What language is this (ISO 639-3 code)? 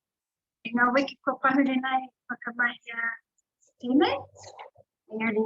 mri